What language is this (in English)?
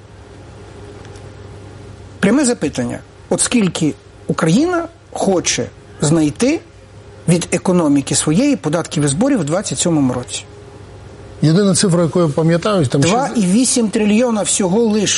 Ukrainian